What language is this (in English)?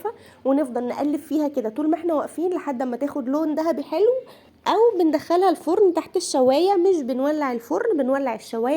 Egyptian Arabic